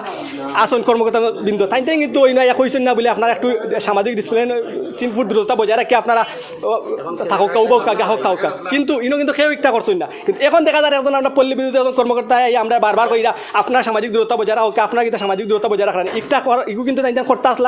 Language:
Sylheti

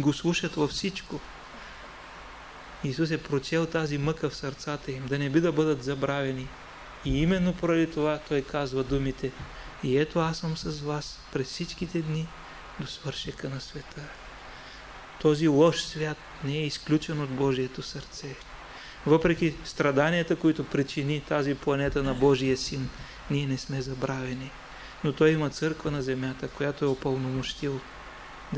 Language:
Bulgarian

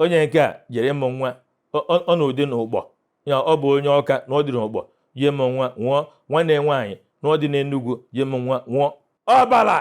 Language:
Igbo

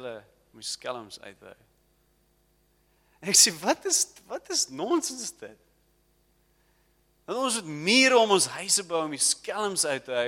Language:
Afrikaans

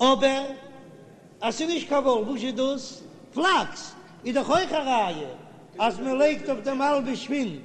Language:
Yiddish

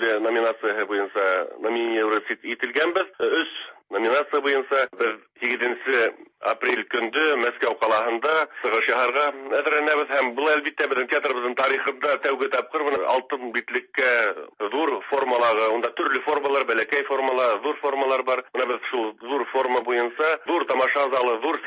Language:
Tatar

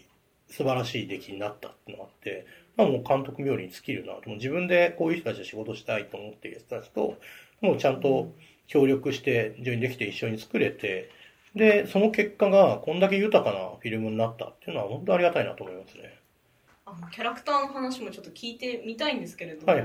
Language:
Japanese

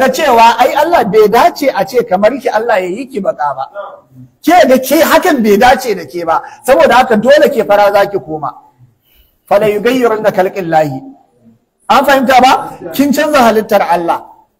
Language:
Hausa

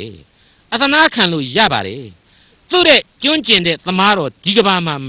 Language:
Burmese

